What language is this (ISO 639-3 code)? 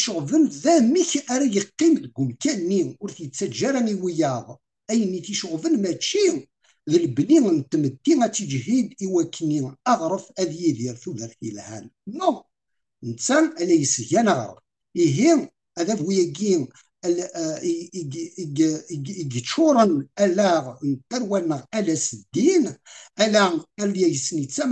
kab